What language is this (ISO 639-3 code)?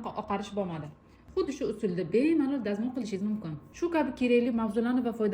uzb